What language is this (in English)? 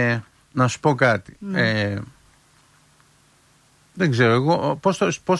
Greek